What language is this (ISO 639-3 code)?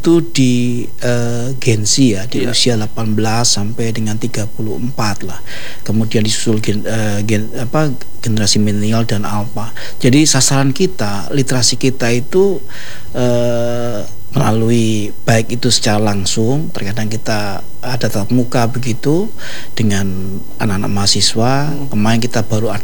ind